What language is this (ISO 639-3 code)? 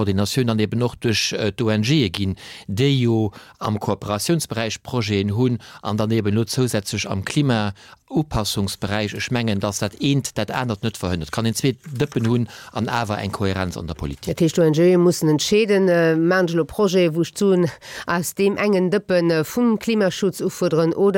ltz